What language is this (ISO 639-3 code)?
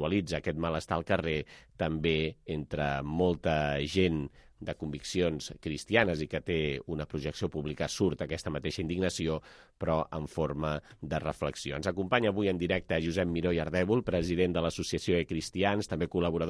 cat